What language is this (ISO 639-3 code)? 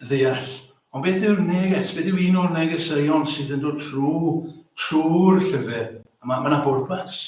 cym